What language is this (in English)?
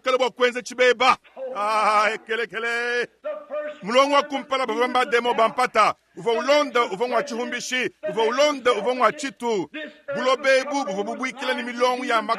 Luba-Lulua